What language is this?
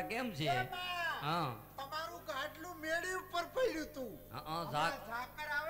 Gujarati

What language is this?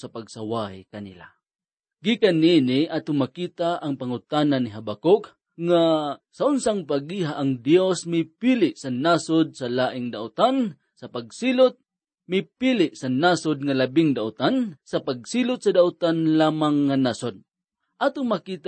Cebuano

